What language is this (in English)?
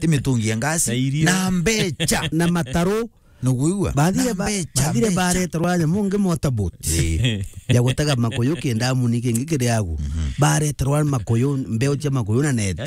Meru